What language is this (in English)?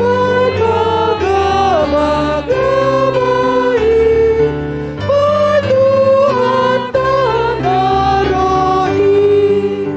Batak Simalungun